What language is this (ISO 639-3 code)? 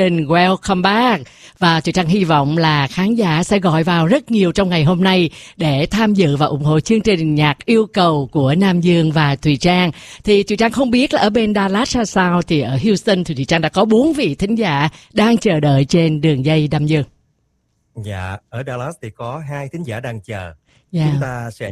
vie